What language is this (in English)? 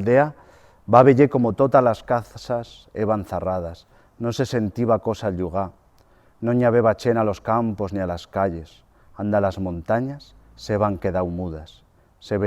Aragonese